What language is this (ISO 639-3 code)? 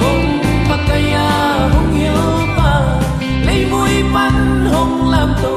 ctd